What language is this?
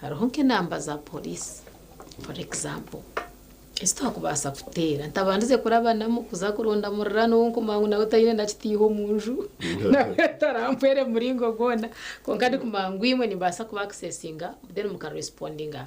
Nyankole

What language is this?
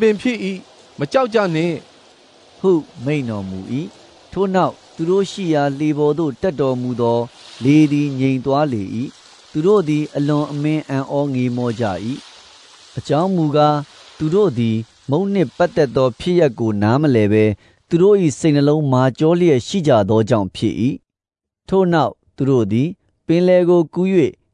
Burmese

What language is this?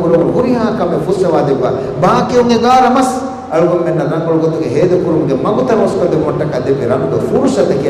Divehi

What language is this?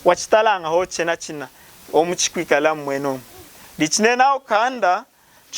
Lunda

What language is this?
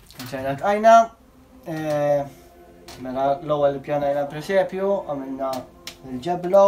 Maltese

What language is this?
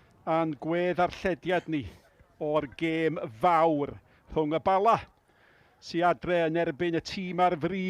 Welsh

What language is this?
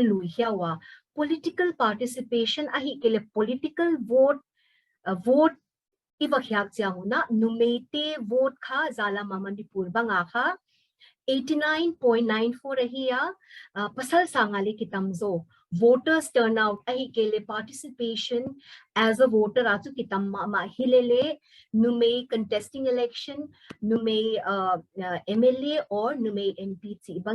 Paite Chin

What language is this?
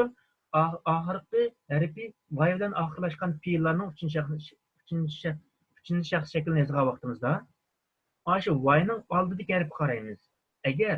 Uyghur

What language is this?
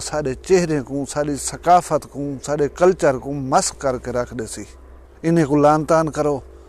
Saraiki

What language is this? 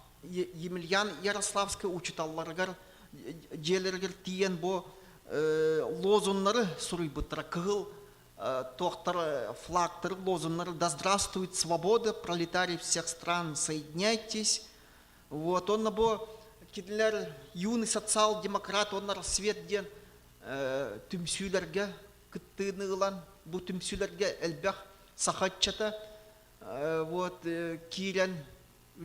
Yakut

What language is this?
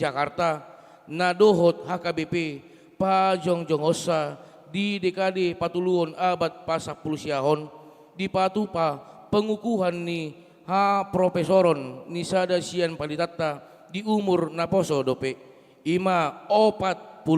Batak Toba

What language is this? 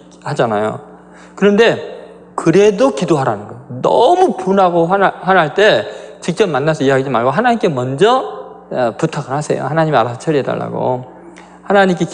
Korean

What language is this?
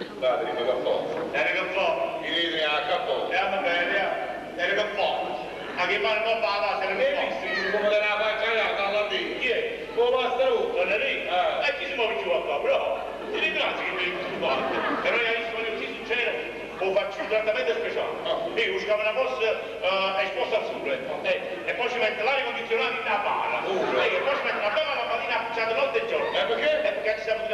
Neapolitan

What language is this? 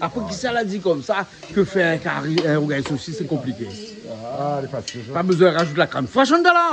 Réunion Creole French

